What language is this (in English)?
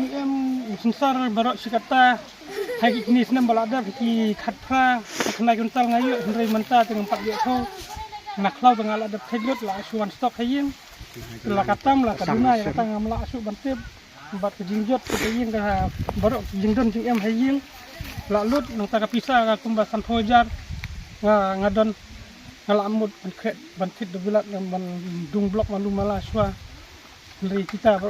Khasi